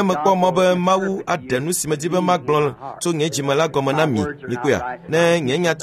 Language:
Ewe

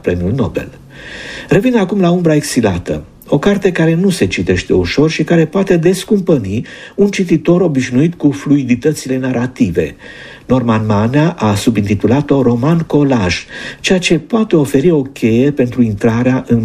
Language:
Romanian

